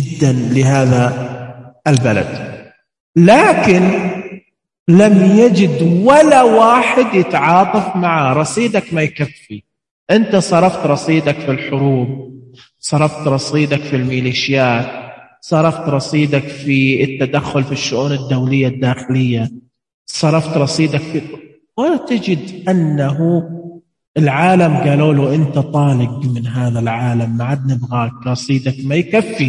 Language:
Najdi Arabic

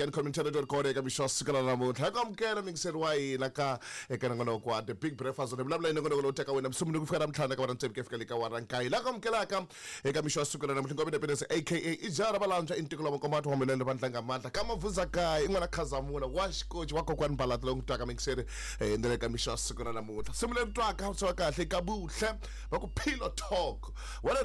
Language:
Tsonga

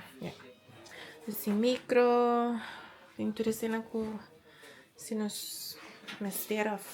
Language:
Papiamento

